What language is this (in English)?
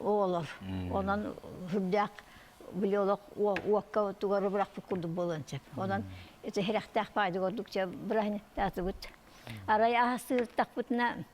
Yakut